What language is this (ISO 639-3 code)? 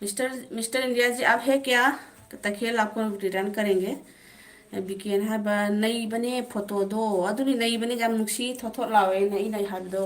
mni